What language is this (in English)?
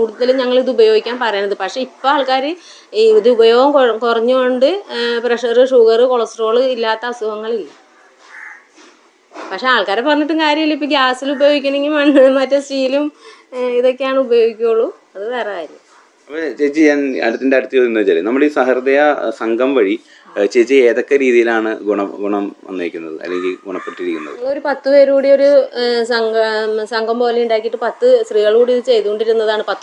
Malayalam